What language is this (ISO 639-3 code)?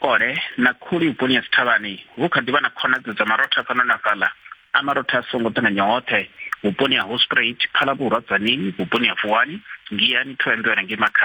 ven